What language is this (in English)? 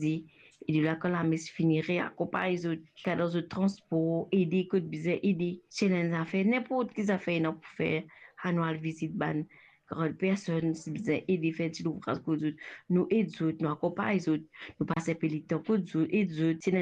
Morisyen